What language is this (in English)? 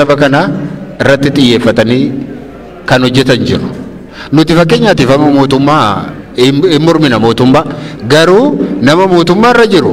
Oromo